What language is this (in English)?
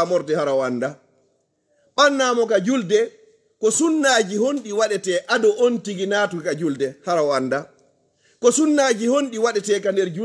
Fula